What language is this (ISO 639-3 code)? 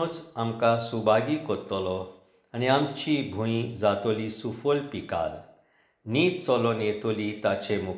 kok